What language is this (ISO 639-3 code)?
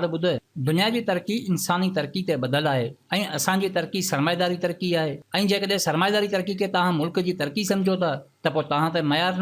snd